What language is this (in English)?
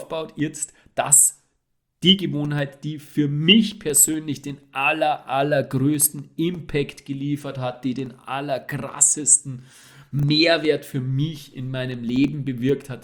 German